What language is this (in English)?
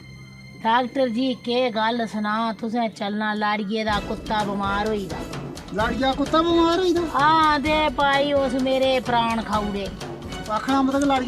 Dogri